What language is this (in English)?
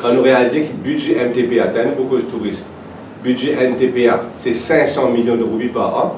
Morisyen